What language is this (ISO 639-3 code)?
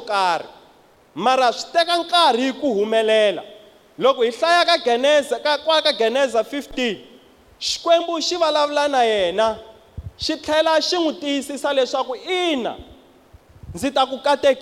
tso